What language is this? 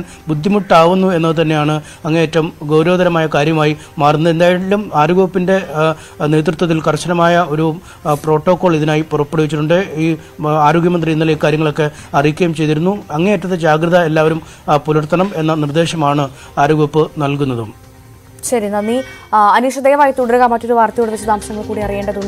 Malayalam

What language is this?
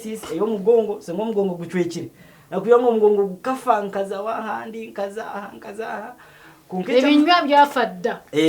Nyankole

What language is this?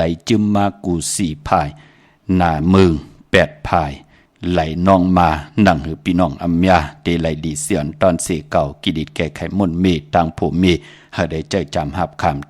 Shan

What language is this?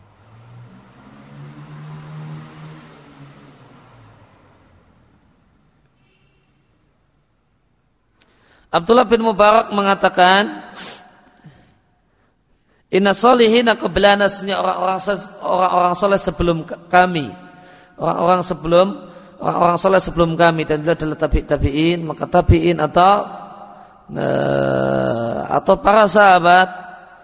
Indonesian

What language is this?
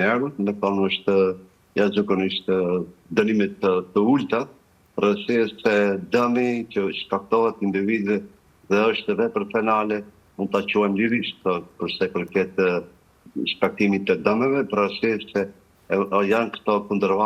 Albanian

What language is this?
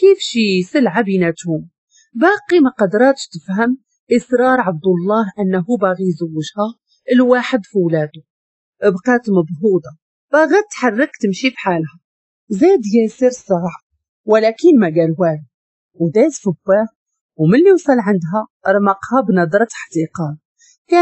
Moroccan Arabic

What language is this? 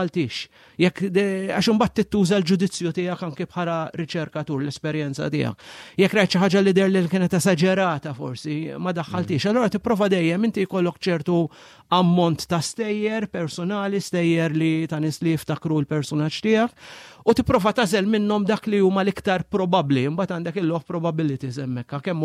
Maltese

